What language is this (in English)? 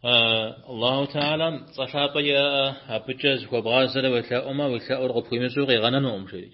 Kabardian